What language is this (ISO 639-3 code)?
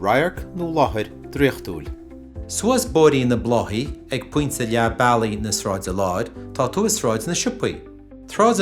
gle